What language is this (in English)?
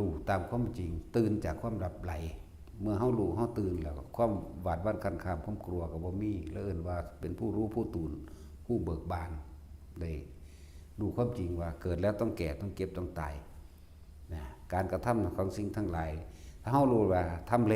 Northeastern Thai